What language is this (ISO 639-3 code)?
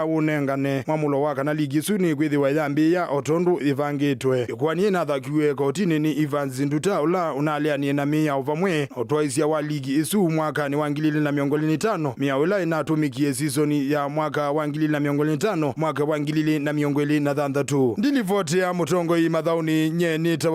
kam